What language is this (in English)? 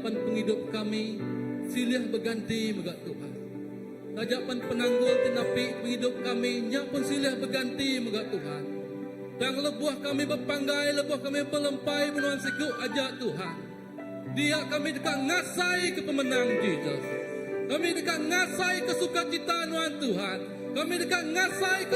Iban